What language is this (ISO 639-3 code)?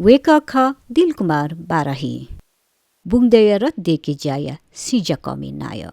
new